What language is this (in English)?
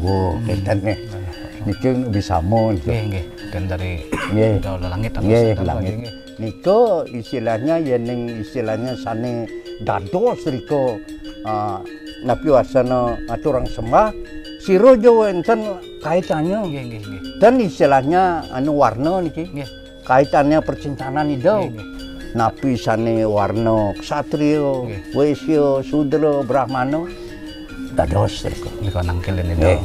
Balinese